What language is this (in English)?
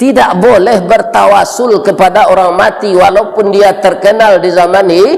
Minangkabau